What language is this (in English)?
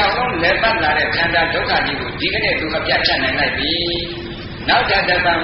Burmese